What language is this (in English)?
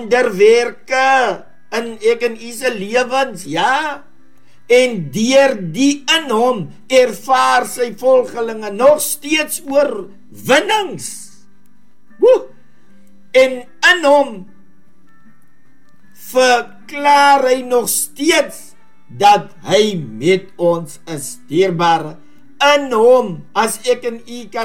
Afrikaans